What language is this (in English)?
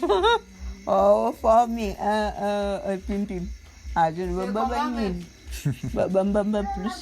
Bulu